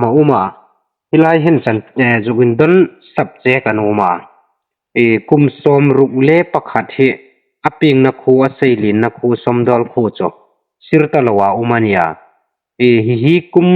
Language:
Hmar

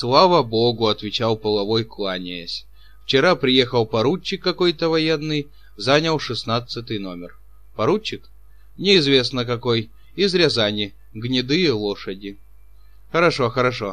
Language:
Russian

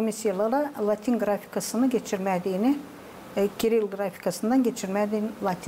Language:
Gagauz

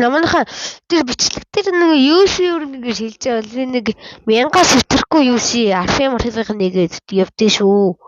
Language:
Mongolian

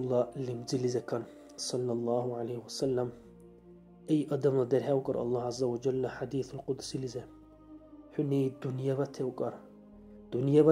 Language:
Dargwa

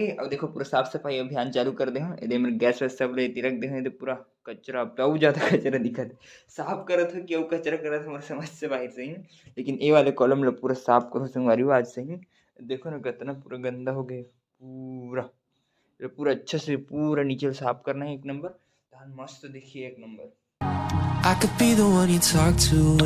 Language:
Chhattisgarhi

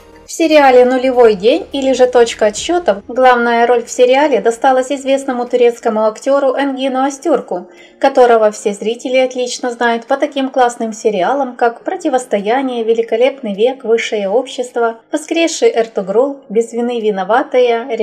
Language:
Russian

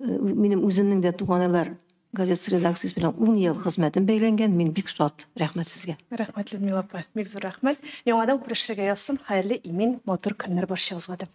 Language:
Tatar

